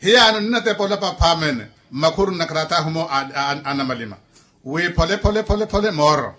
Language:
Makhuwa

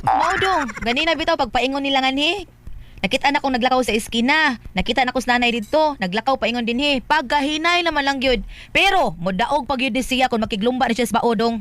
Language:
Cebuano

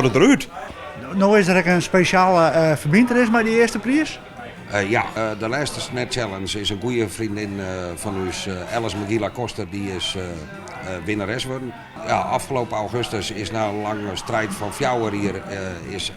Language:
Western Frisian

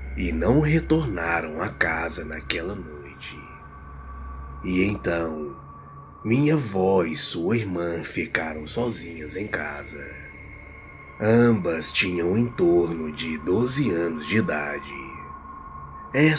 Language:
Portuguese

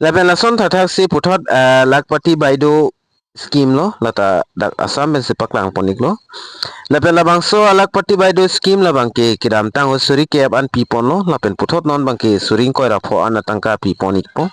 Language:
Karbi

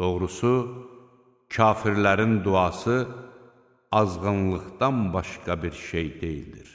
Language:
Azerbaijani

